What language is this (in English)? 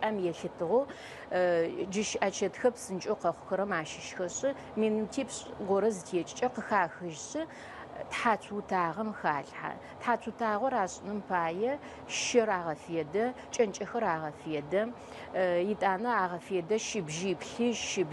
Adyghe